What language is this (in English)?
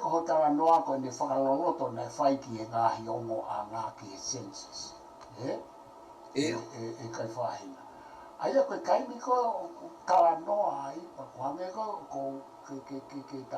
Tongan